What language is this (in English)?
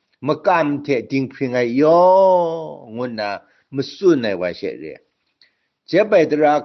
Kachin